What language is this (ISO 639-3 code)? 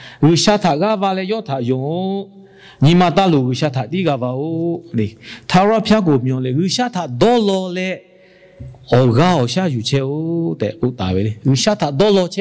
lhu